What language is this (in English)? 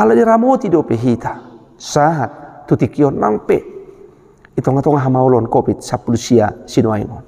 Batak Toba